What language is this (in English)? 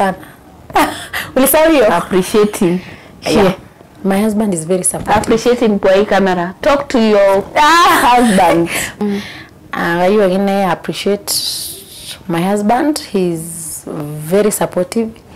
Masai